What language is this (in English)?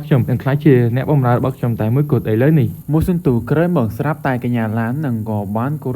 Khmer